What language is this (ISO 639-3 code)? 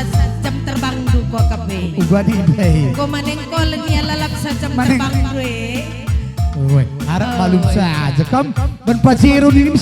btx